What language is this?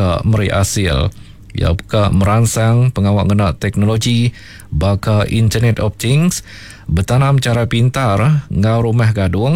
Iban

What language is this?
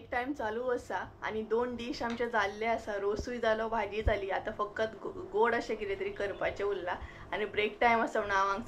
Konkani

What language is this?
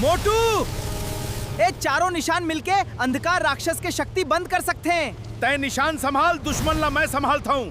Chhattisgarhi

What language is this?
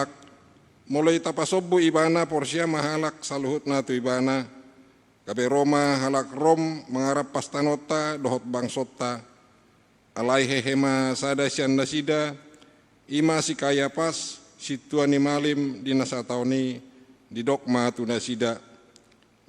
Batak Toba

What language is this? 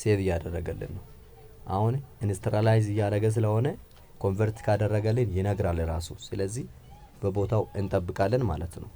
Amharic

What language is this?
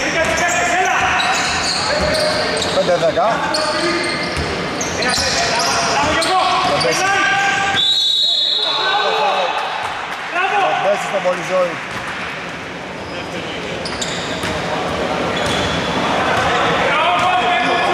Greek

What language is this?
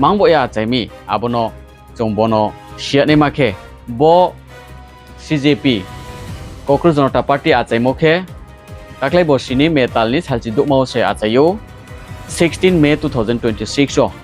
Riang (India)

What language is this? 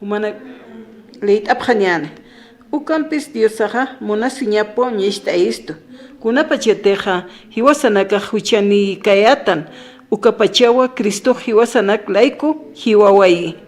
Aymara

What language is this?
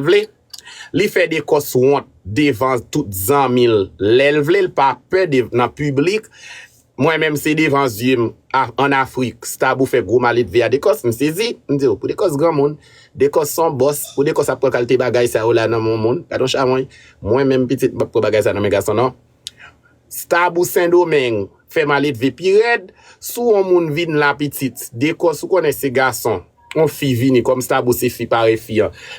Haitian Creole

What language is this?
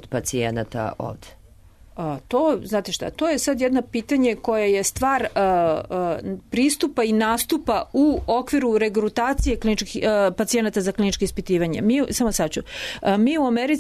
Serbian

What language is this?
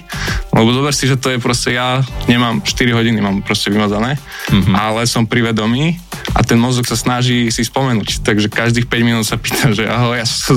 Slovak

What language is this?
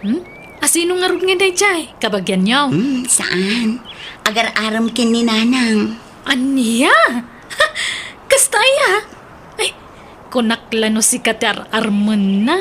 Iloko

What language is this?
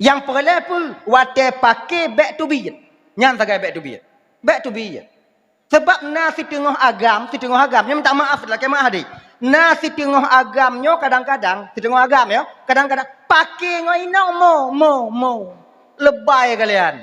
Achinese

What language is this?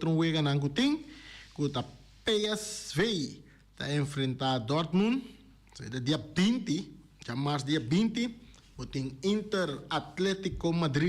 Papiamento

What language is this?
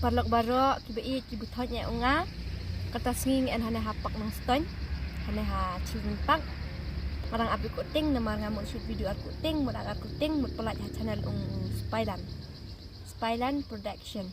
Khasi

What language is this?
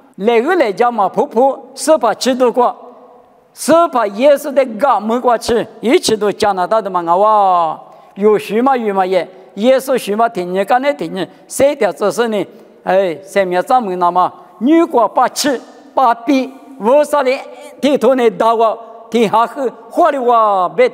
Lisu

